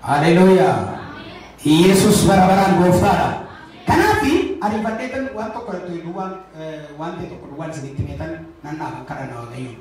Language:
Oromo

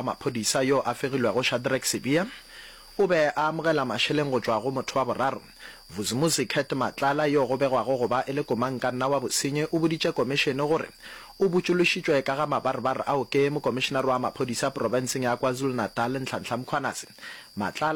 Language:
Northern Sotho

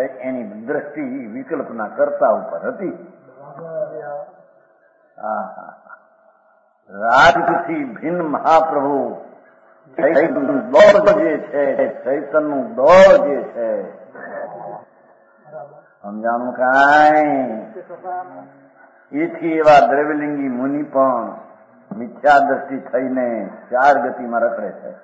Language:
Gujarati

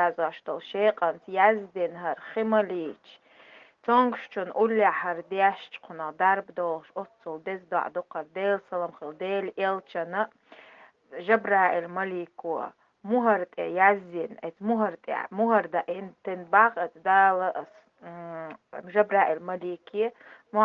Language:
Chechen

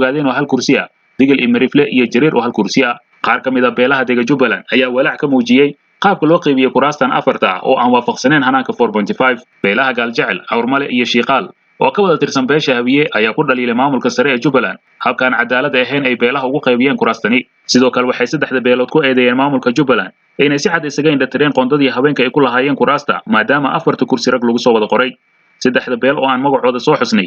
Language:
Somali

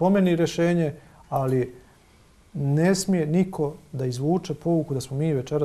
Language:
Bosnian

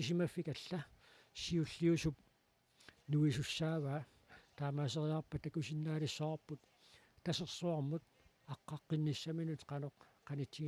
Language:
Kalaallisut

